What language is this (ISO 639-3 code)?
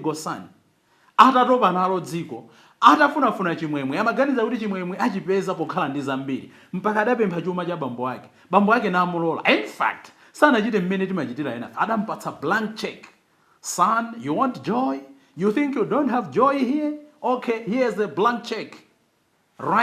nya